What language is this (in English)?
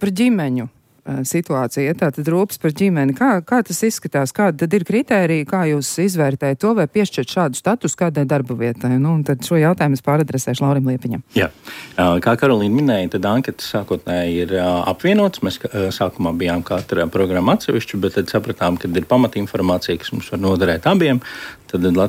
Latvian